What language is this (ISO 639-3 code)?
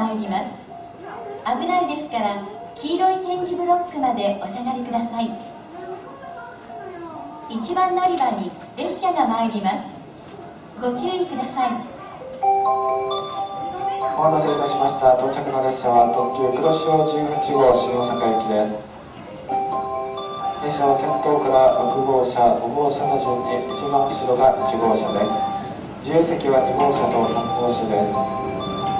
jpn